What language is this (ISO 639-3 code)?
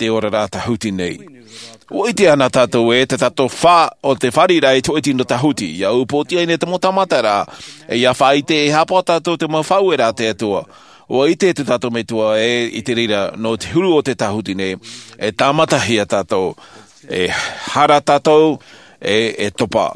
tah